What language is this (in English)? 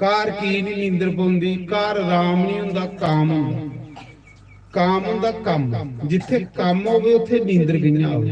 Dogri